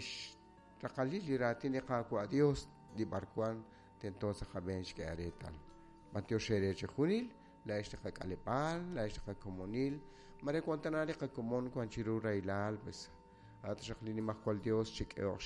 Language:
Kekchí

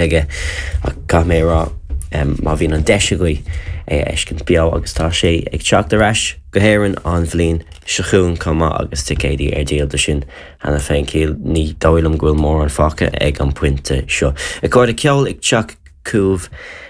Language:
Irish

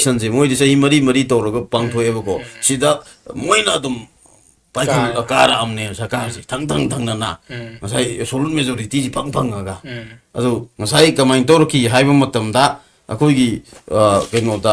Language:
Manipuri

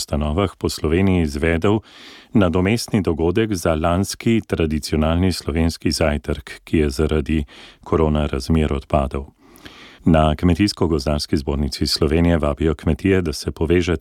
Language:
Slovenian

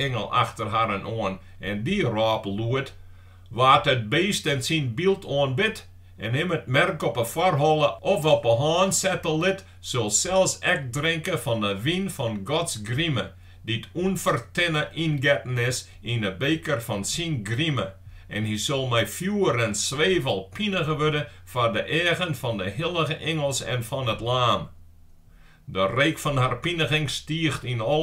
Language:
Western Frisian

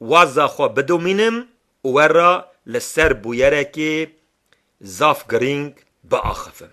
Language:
Kurdish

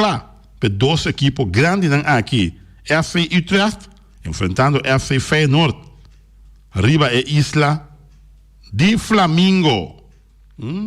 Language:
Papiamento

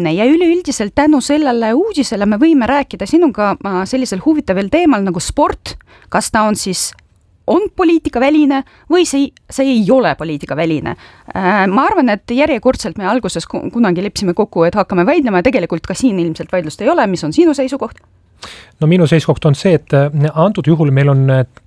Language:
Estonian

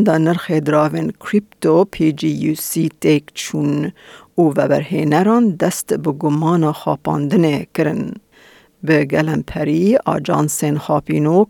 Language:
Kurdish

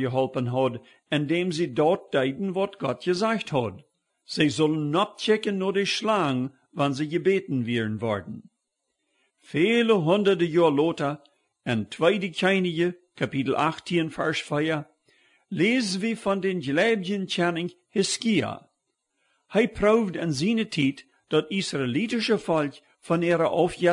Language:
Plautdietsch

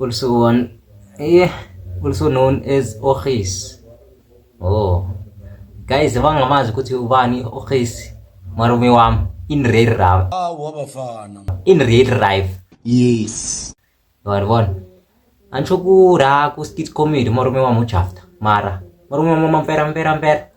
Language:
Zulu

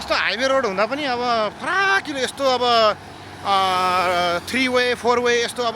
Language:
Nepali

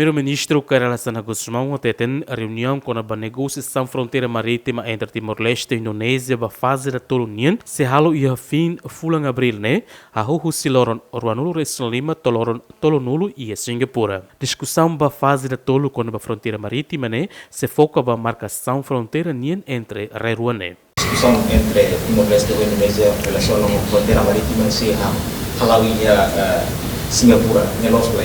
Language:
Tetum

